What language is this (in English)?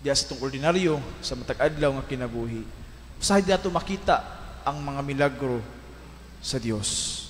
Cebuano